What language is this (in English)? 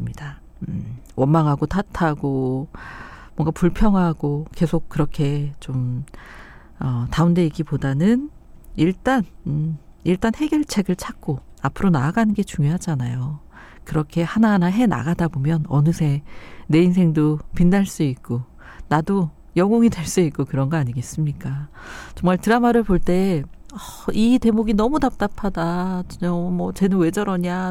Korean